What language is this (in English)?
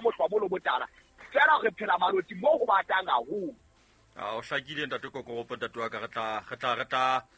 Southern Sotho